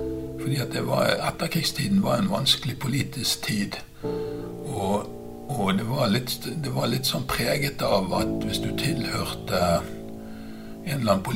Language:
Norwegian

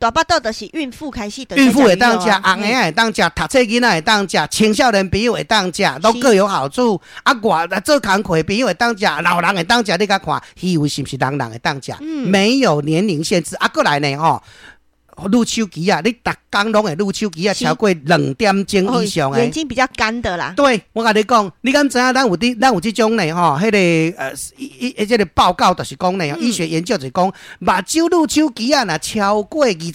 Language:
Min Nan Chinese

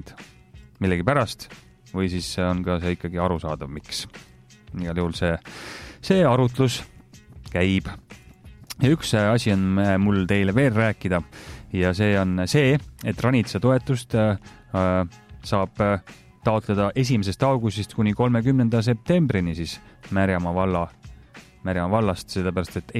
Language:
Estonian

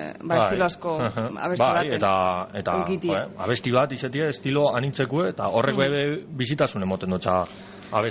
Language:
Basque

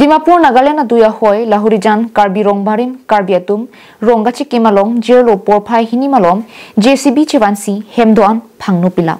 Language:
Karbi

